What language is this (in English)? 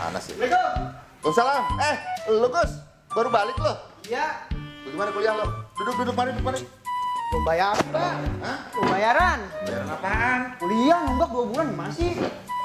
Betawi